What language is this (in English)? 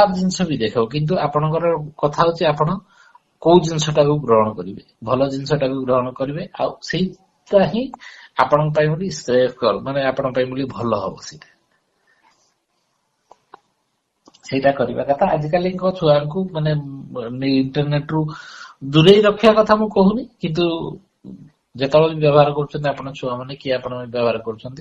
Odia